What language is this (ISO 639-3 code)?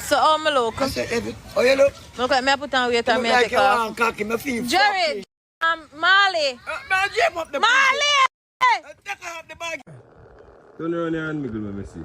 jam